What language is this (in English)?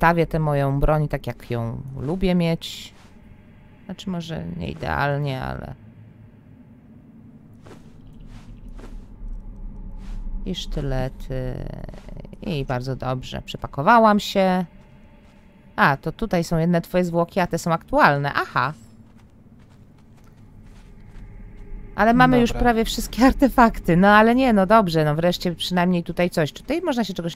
Polish